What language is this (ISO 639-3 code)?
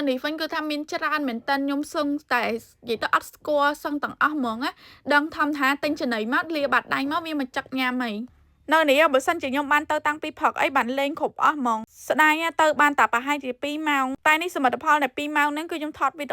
khm